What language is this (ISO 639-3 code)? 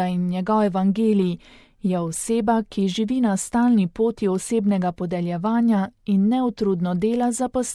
slv